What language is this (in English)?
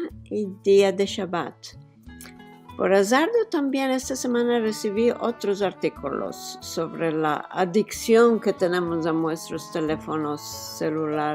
Ladino